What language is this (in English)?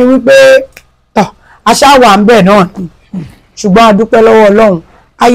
Yoruba